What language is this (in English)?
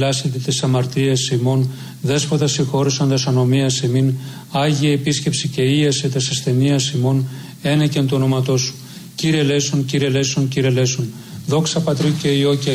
Greek